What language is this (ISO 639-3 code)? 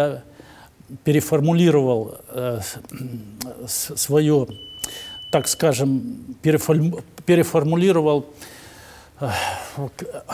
rus